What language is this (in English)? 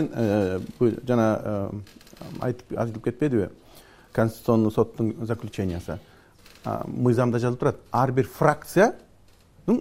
Kyrgyz